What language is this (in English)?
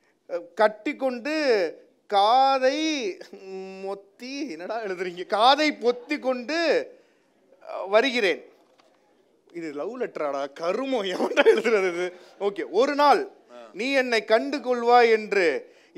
Tamil